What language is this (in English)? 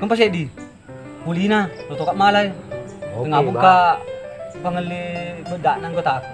Buginese